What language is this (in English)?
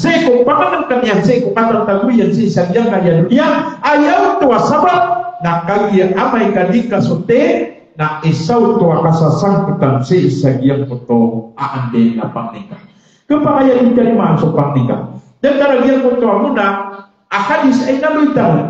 Maranao